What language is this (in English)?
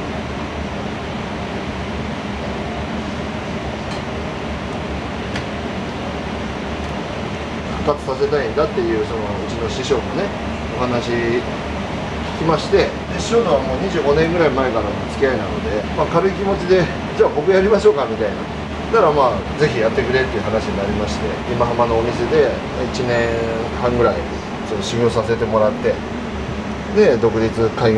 Japanese